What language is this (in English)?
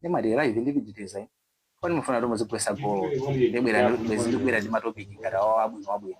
Nyanja